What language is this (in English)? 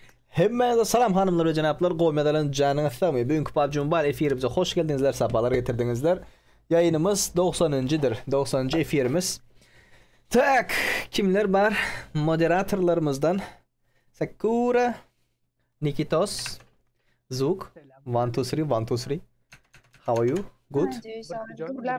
Turkmen